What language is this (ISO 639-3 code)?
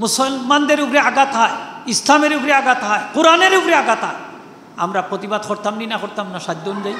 syl